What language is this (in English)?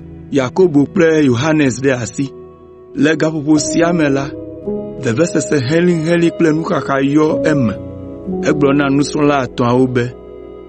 Ewe